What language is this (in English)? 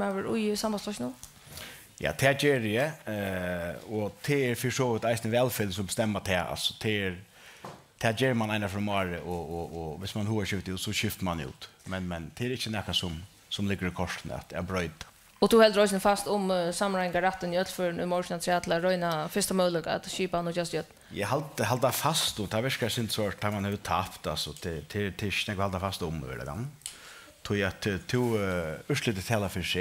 Faroese